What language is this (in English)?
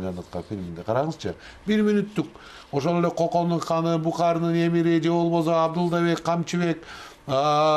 Kyrgyz